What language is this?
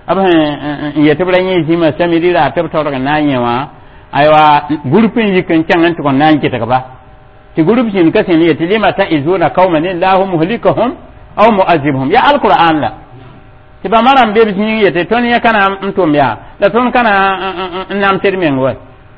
Mossi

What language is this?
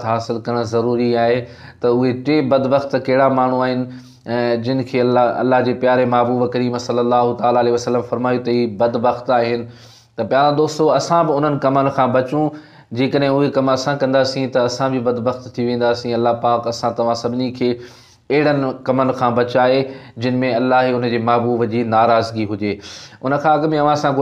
Sindhi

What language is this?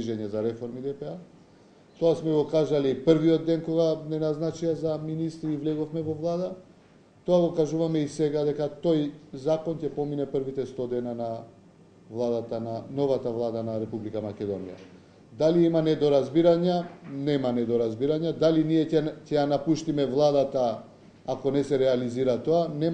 Macedonian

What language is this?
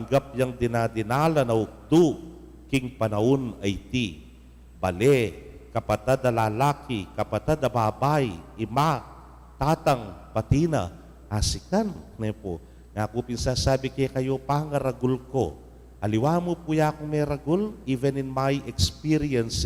Pampanga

